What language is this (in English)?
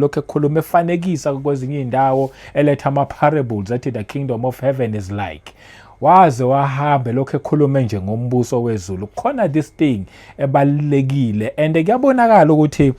Zulu